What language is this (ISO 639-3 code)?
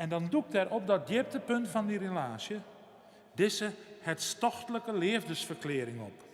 fry